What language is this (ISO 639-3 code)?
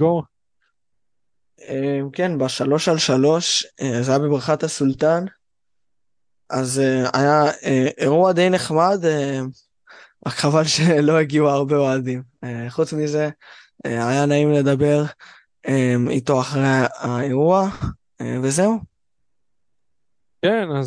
heb